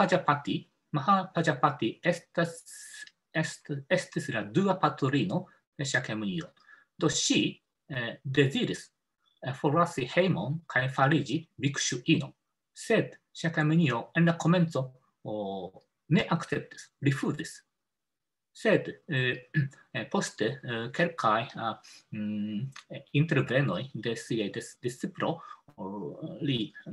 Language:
Esperanto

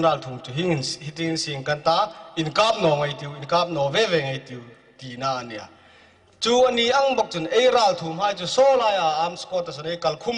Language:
Hmar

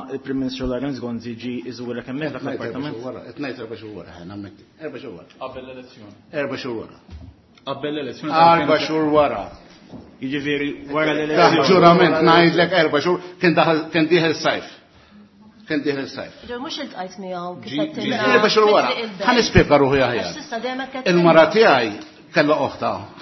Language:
Maltese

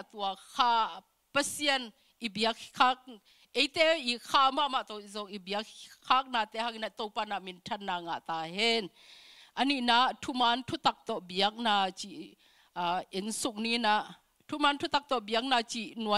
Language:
Tedim Chin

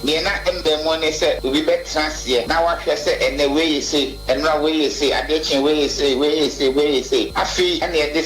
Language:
Akan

